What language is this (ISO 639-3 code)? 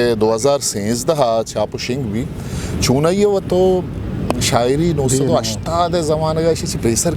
bgp